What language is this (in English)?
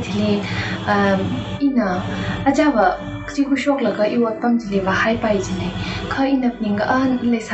Tangkhul Naga (India)